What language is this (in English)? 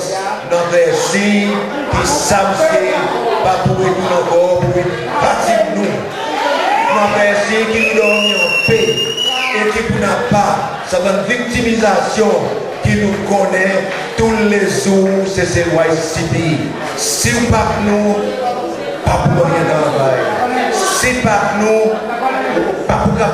Seselwa Creole French